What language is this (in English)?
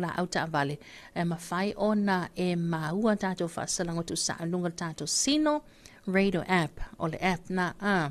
Samoan